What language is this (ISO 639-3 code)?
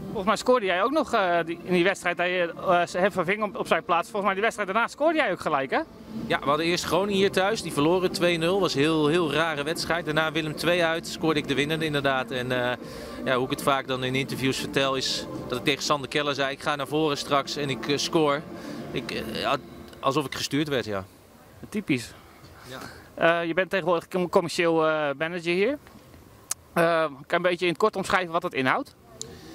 nld